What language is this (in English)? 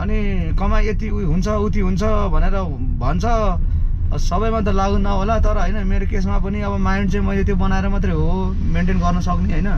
Nepali